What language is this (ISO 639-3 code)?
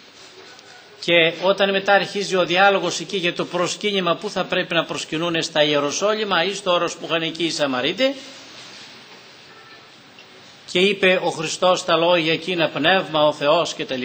ell